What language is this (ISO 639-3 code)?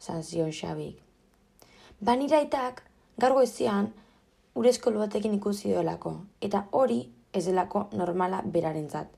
eus